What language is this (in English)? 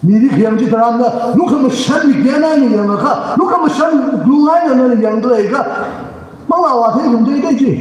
Tangkhul Naga (India)